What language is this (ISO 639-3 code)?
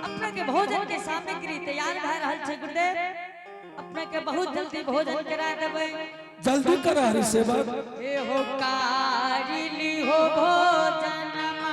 anp